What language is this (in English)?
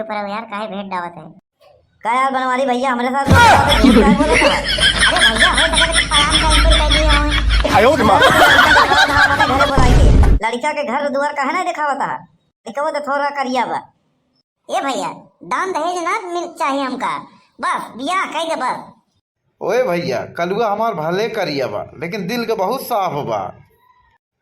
Awadhi